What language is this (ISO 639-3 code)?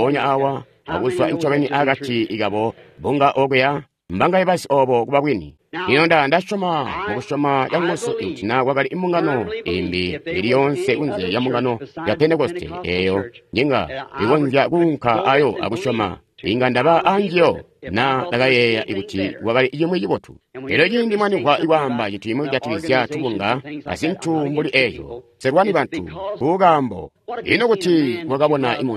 toi